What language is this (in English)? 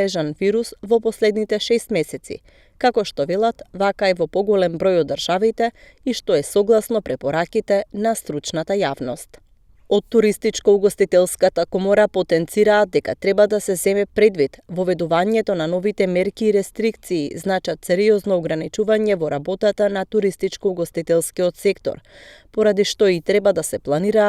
Macedonian